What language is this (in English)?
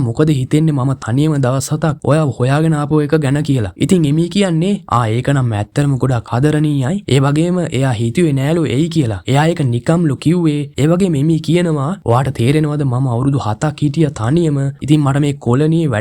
Sinhala